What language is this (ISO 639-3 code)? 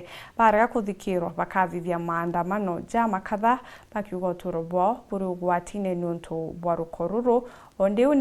mer